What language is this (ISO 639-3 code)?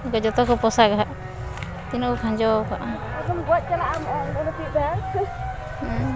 sat